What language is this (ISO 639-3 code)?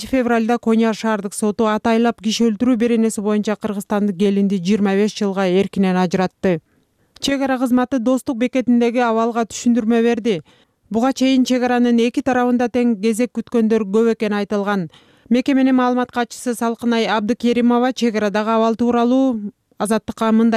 kir